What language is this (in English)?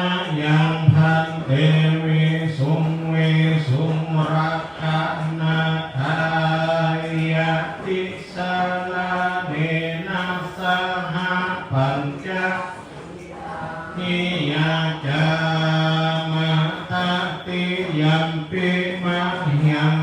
Pali